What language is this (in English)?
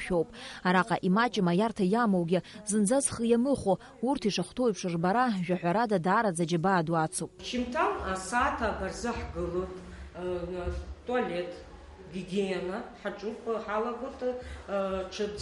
Abkhazian